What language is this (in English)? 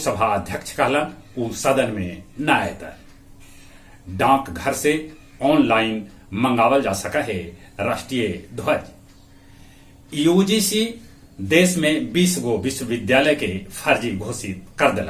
Magahi